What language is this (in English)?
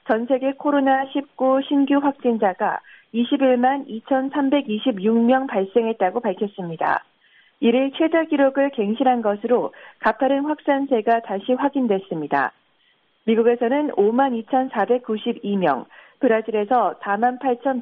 Korean